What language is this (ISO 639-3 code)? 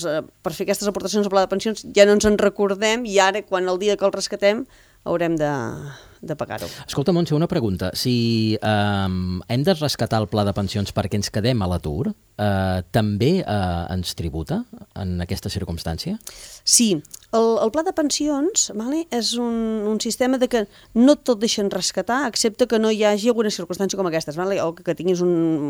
cat